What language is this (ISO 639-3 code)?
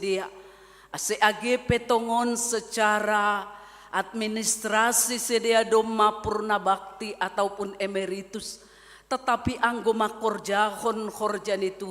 bts